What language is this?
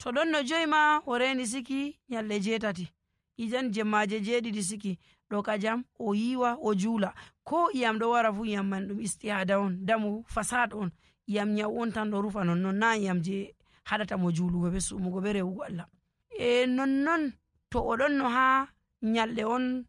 Nigerian Fulfulde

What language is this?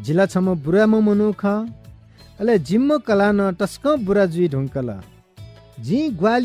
Newari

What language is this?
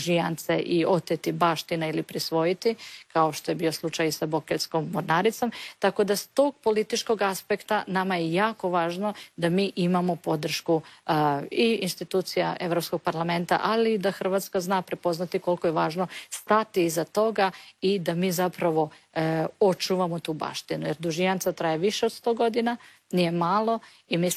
Croatian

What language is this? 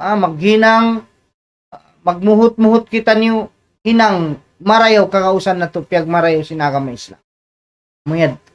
Tausug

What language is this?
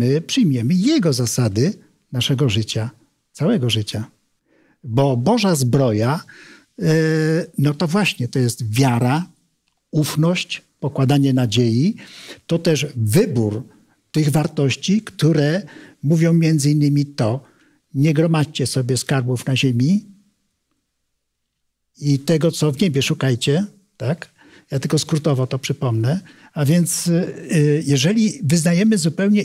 Polish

